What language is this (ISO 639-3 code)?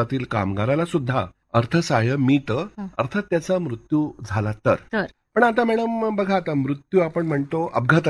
mar